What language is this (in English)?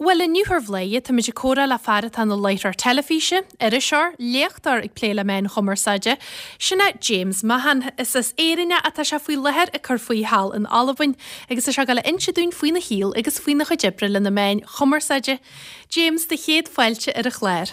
Irish